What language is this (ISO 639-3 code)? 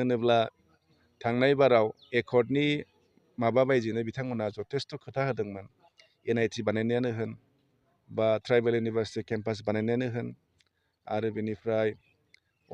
brx